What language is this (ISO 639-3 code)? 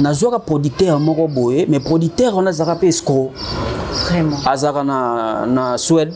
lin